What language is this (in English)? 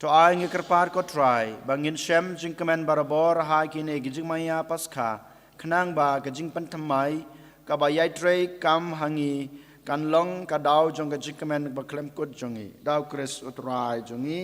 Khasi